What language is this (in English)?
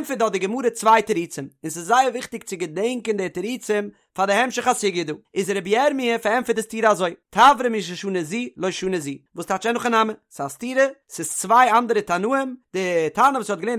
Yiddish